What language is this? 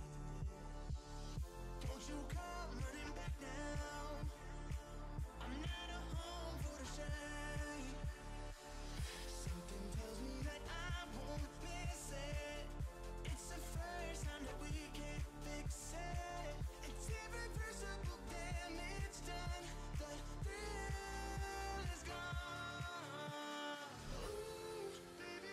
English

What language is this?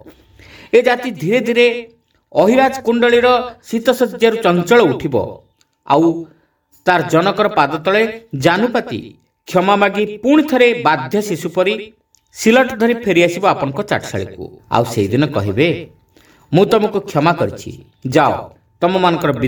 Odia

